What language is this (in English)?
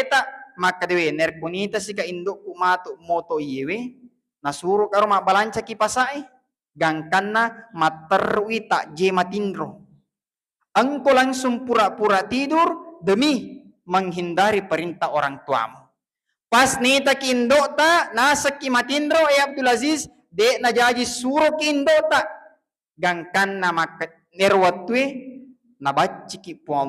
Buginese